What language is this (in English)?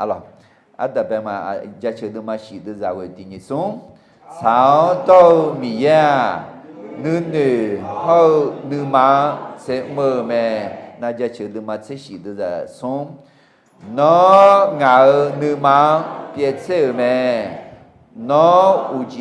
Akha